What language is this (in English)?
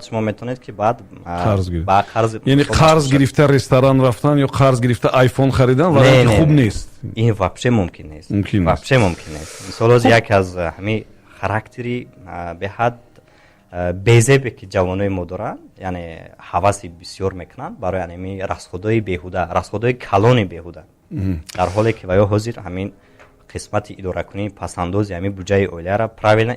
Tajik